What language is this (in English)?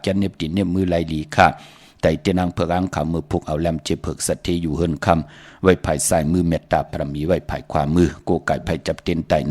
Shan